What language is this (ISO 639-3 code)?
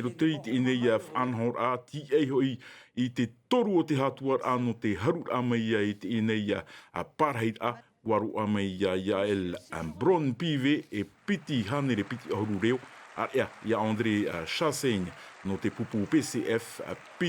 tah